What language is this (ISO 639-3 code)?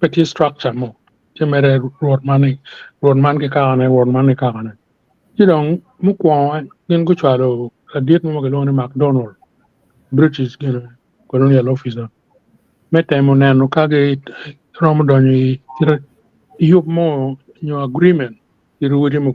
ach